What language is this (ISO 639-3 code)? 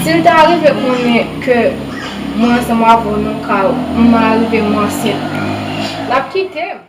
hat